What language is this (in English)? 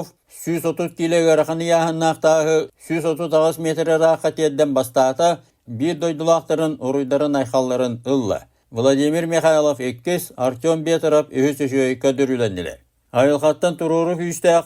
Yakut